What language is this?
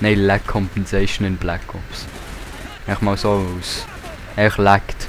Swiss German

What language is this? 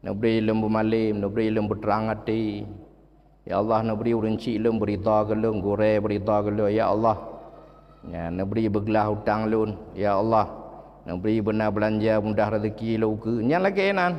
Achinese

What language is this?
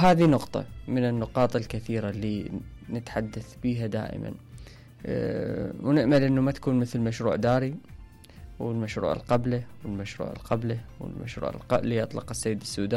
Mesopotamian Arabic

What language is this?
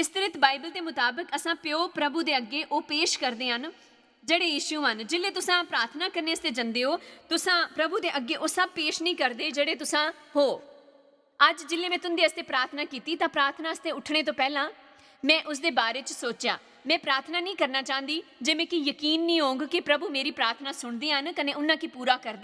Dogri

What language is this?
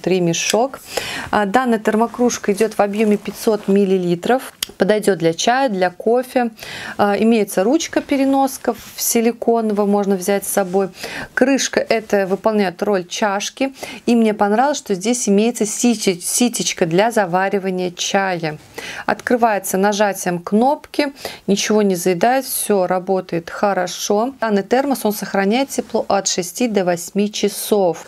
Russian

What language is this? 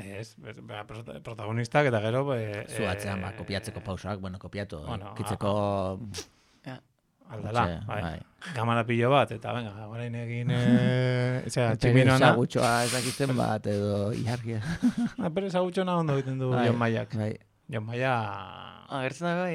Basque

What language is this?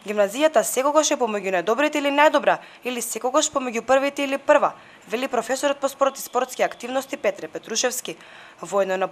Macedonian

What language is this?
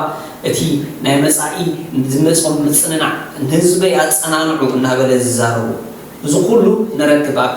Tigrinya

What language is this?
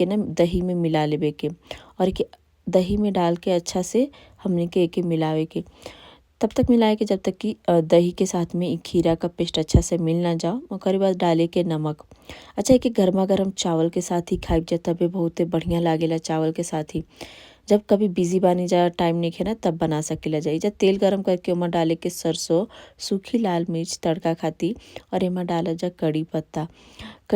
Bhojpuri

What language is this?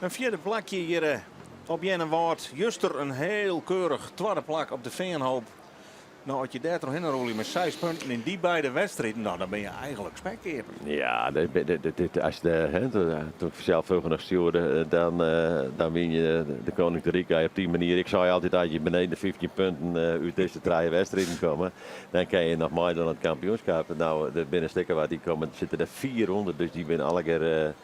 Western Frisian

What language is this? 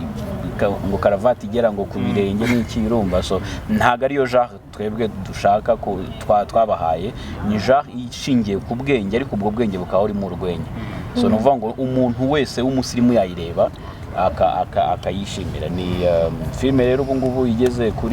Kinyarwanda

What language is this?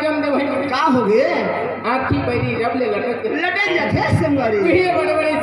Chhattisgarhi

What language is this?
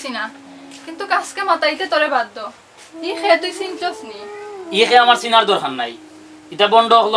Sylheti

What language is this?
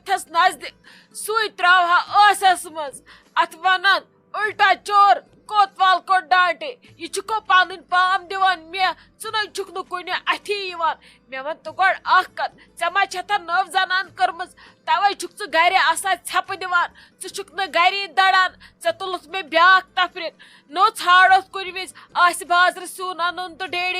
Kashmiri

